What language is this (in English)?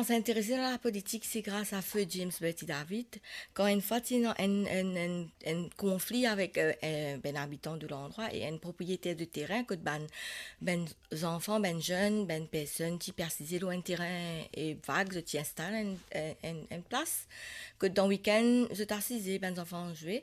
Morisyen